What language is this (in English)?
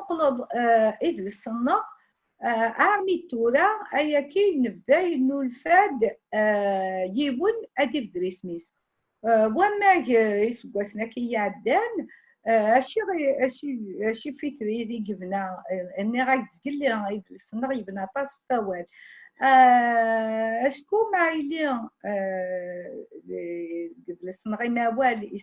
Kabyle